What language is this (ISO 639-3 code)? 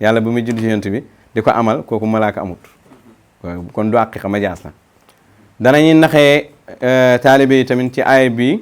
wol